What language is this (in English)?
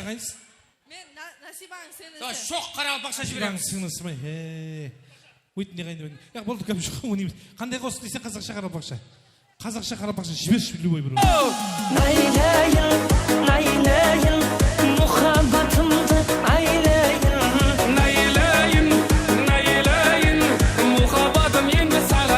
Kara-Kalpak